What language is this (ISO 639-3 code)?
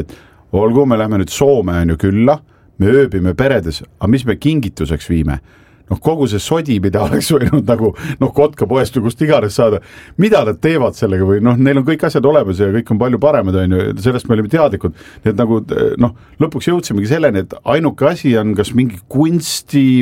est